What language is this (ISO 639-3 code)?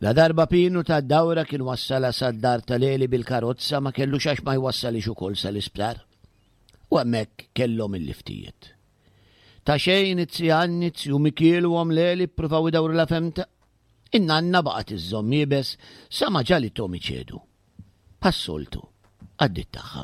mlt